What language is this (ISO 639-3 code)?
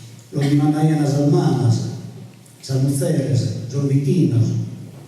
srd